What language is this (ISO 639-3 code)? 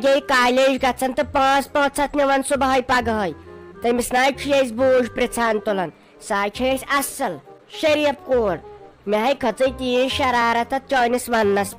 kas